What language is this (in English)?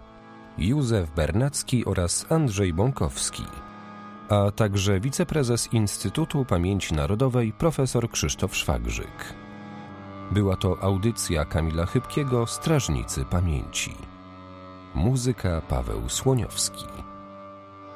Polish